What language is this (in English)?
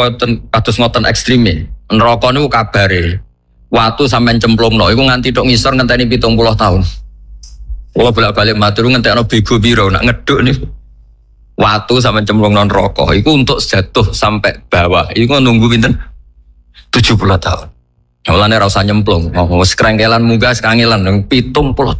Javanese